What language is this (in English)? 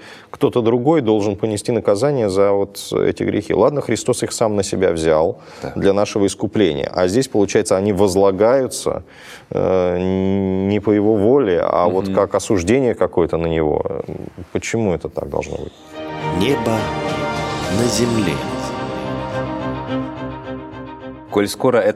Russian